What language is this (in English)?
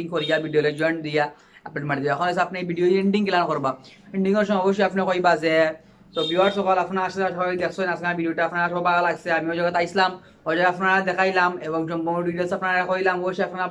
Sylheti